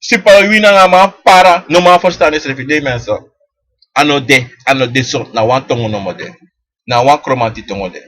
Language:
Sranan Tongo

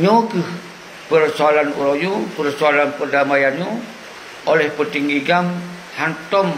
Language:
Achinese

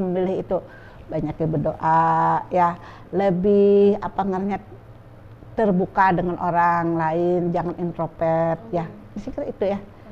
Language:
Banjar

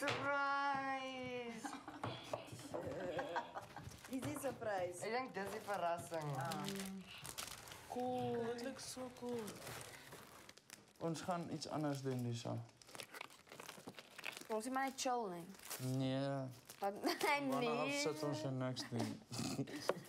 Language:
Afrikaans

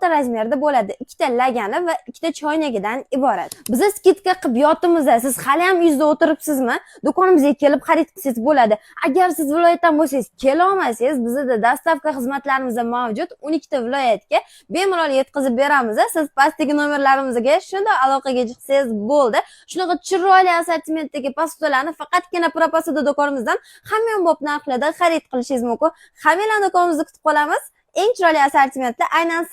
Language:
Uzbek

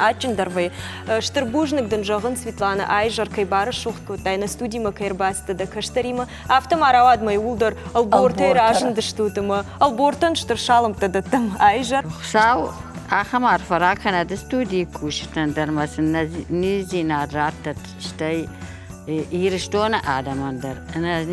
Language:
Ossetic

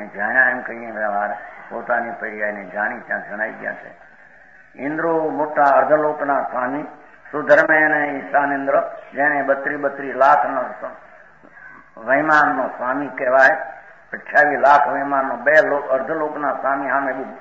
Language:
Gujarati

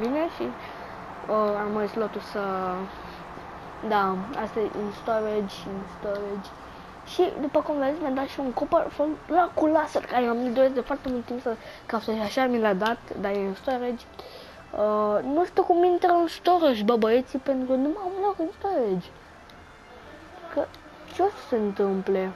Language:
Romanian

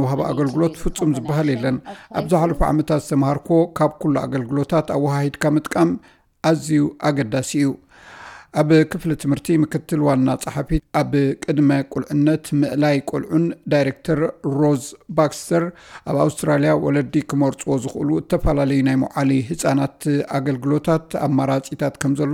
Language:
Tigrinya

